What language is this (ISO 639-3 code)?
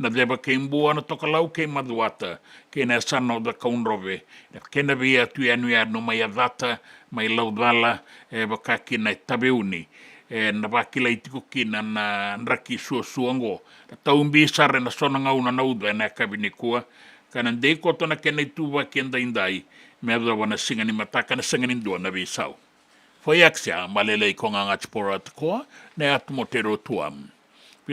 fij